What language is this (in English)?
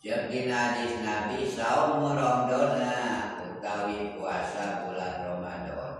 Sundanese